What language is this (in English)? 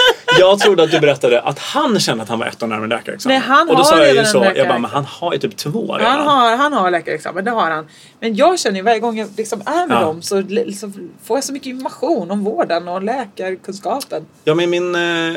Swedish